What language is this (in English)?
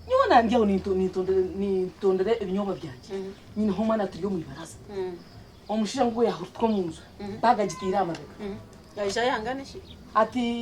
Nyankole